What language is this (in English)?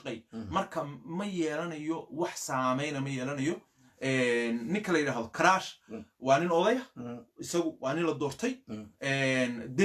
Somali